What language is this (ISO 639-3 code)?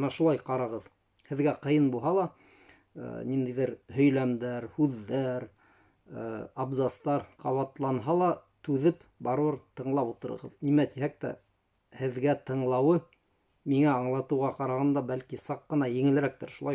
bak